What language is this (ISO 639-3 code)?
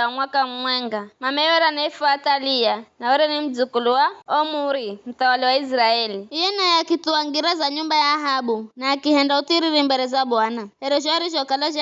nyf